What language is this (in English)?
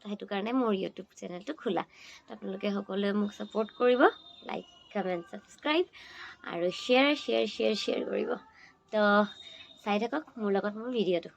Assamese